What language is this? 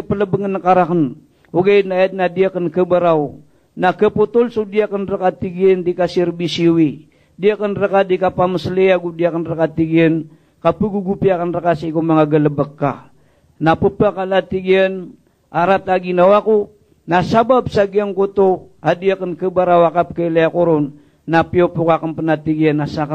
Maranao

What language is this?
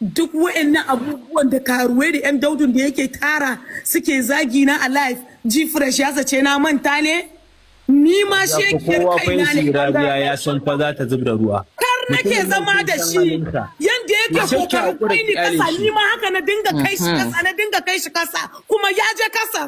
Hausa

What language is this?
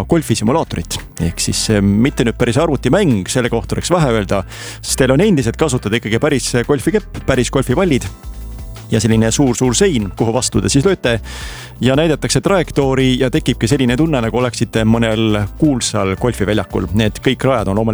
Estonian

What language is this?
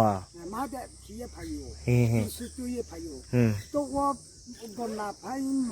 Riang (India)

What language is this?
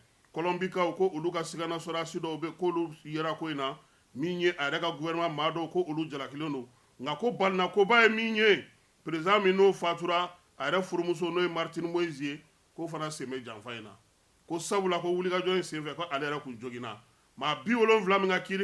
Bambara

